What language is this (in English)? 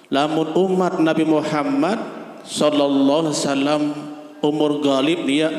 Sasak